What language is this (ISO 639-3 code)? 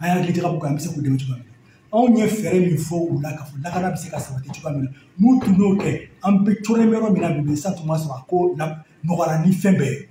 bam